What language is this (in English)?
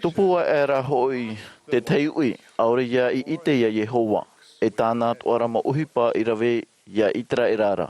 Tahitian